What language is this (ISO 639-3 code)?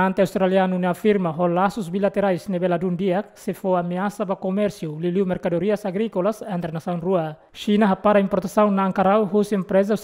tet